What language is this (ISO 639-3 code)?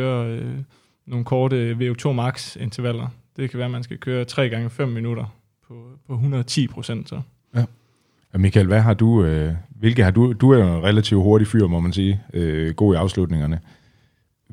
dan